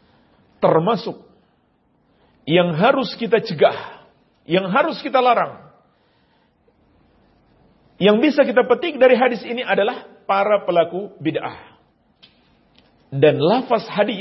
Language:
Indonesian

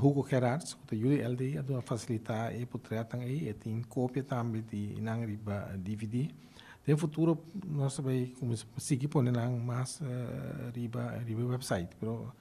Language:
Papiamento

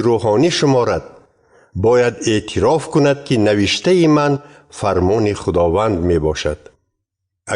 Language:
Tajik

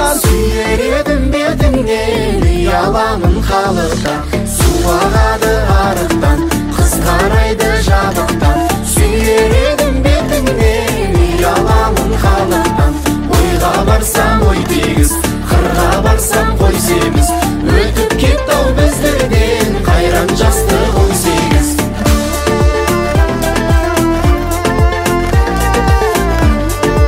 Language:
Kazakh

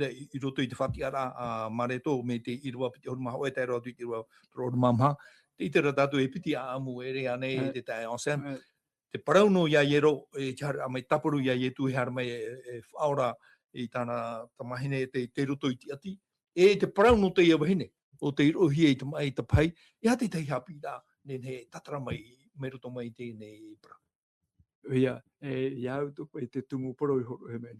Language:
Tahitian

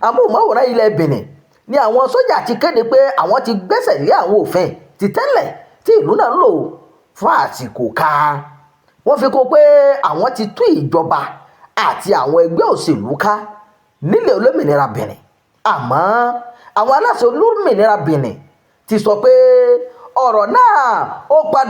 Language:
Yoruba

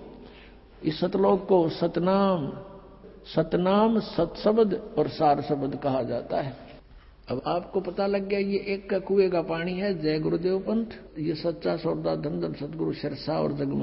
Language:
Hindi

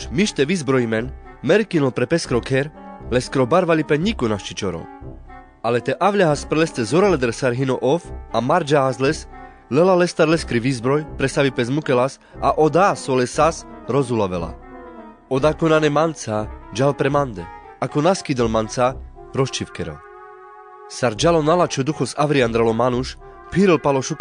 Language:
Carpathian Romani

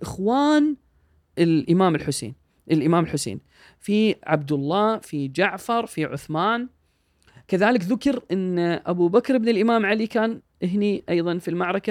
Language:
Gulf Arabic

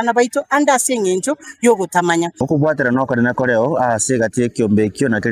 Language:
Gusii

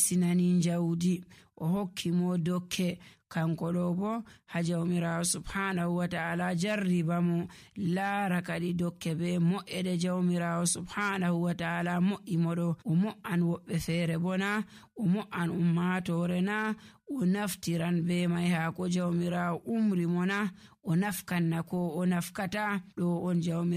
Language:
Nigerian Fulfulde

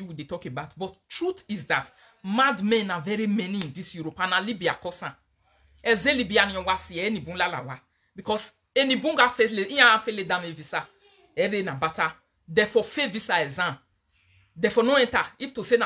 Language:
Nigerian Pidgin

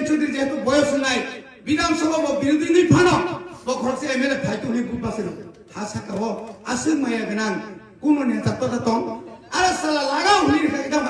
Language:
Kok Borok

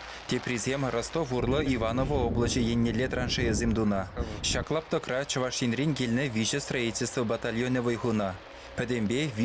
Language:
Chuvash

